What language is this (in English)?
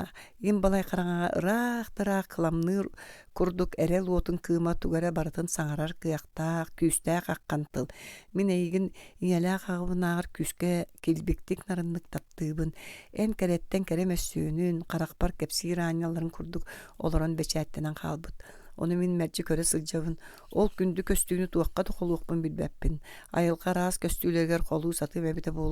Yakut